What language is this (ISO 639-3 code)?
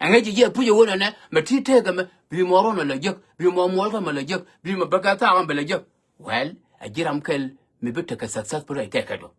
nus